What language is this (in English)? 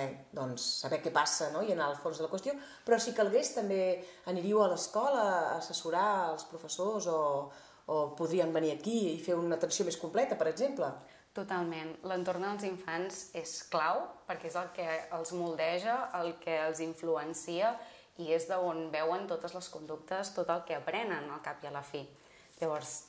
Catalan